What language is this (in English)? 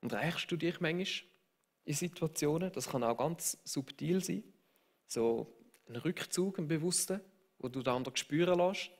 Swiss German